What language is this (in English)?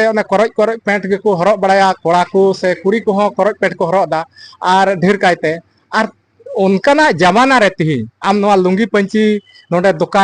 Santali